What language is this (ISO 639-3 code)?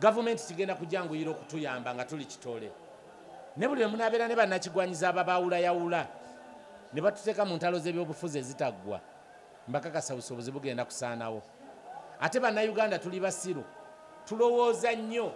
lug